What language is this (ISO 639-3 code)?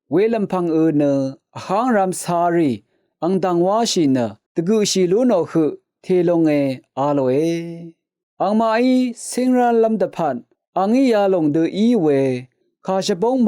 raw